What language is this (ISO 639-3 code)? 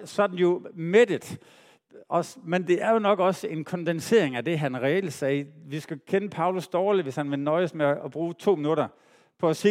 dan